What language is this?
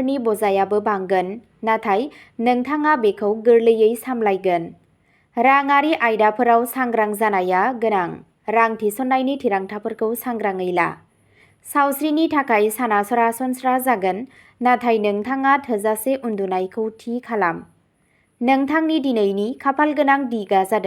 Bodo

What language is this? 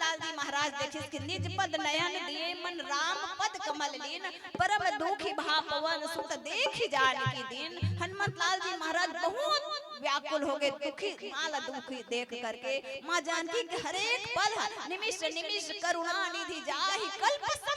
Chhattisgarhi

